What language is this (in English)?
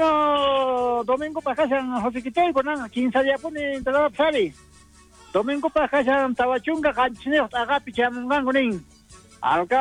South Bolivian Quechua